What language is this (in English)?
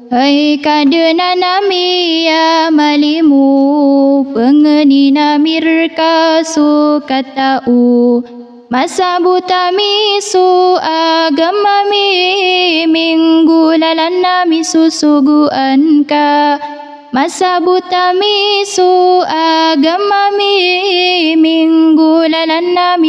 Maranao